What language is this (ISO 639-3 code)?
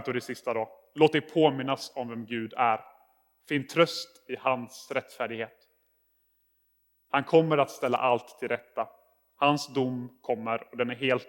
swe